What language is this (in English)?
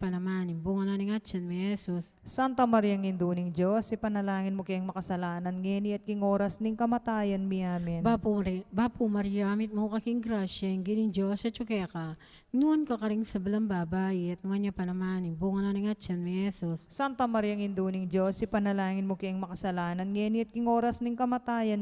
Pampanga